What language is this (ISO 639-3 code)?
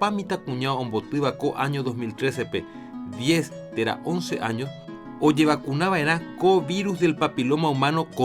grn